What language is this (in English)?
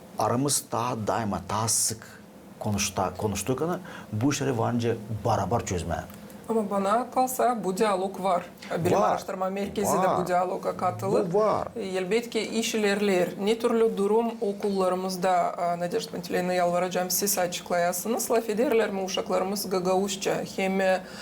Gagauz